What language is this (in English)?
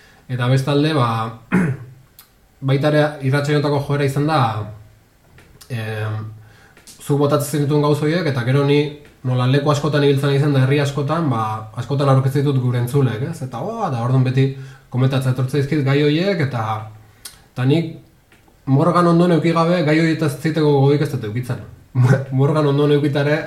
Basque